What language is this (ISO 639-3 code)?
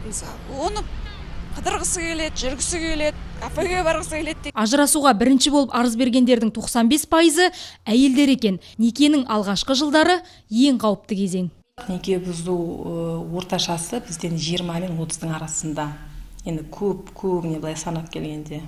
kaz